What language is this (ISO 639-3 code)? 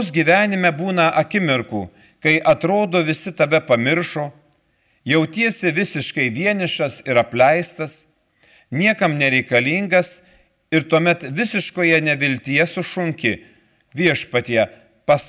lit